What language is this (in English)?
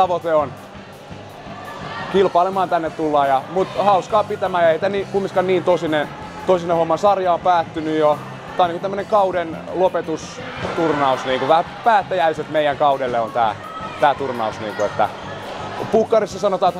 Finnish